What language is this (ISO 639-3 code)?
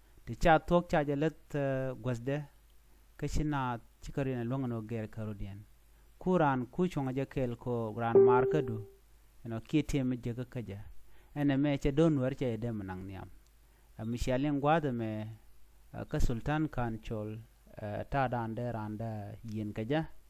nus